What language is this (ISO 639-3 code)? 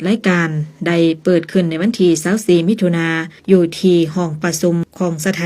lao